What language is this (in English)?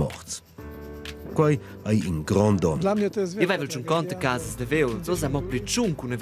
Romansh